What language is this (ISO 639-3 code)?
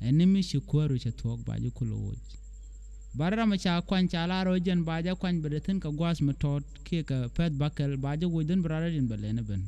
nus